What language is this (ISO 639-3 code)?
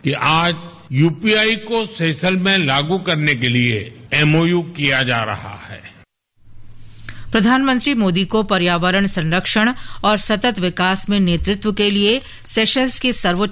hin